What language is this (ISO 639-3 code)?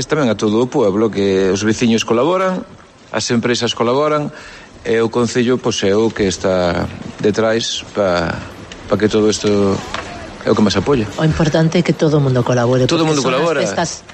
glg